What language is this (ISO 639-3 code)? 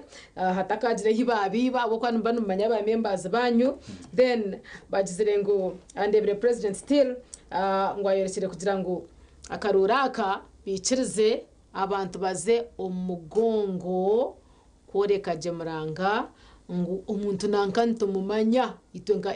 nyn